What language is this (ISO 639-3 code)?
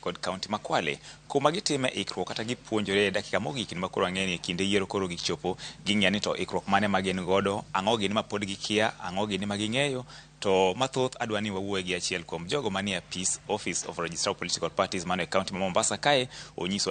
luo